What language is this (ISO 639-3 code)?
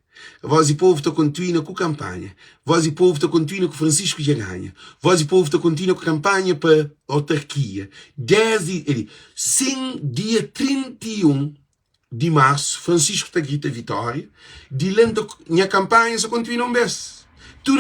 kea